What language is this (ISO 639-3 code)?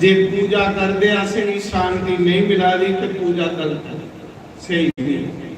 doi